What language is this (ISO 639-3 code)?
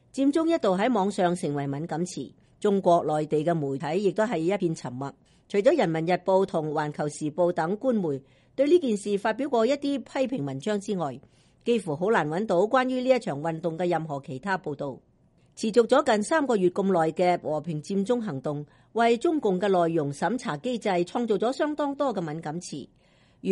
yue